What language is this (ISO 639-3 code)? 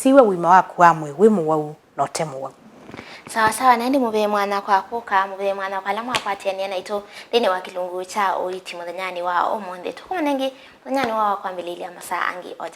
kam